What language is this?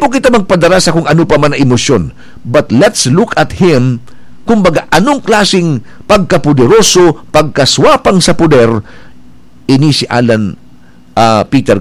Bikol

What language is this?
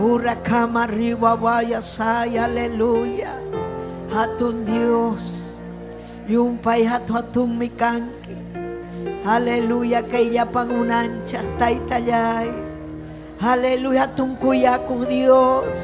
Ayacucho Quechua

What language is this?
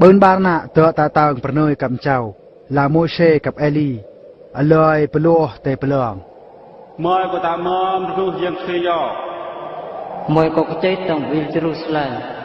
Eastern Bru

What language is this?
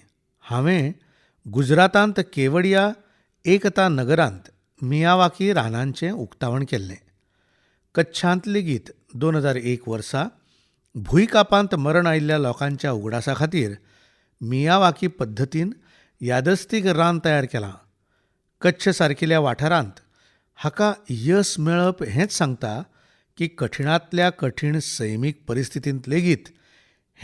Konkani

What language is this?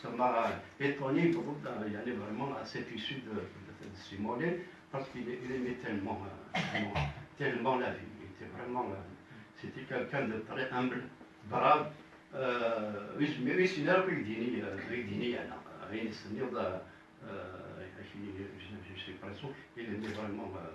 Kabyle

